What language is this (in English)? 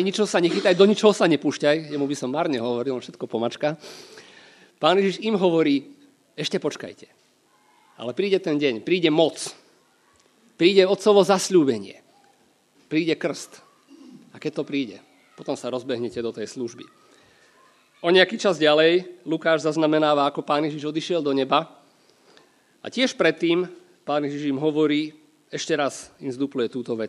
Slovak